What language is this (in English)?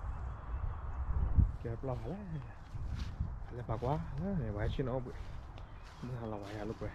S'gaw Karen